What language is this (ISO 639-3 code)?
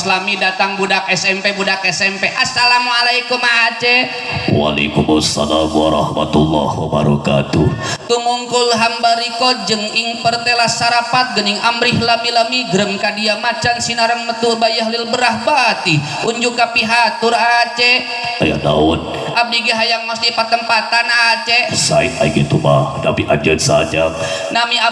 sun